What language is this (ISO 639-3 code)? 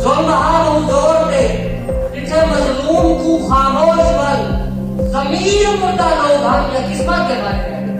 skr